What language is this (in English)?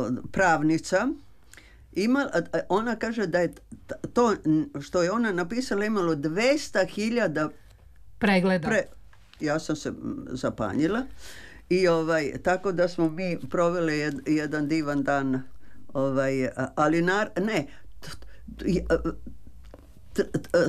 Serbian